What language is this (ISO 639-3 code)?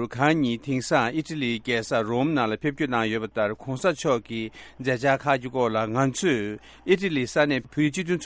bod